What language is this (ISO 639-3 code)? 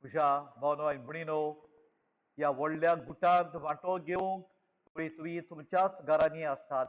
kok